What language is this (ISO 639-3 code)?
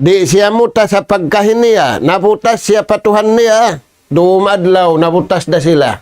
tsg